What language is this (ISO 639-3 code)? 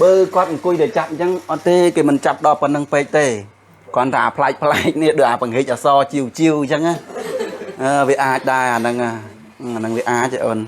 khm